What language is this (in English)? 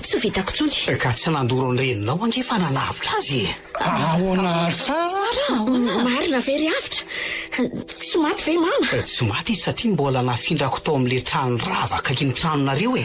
Malagasy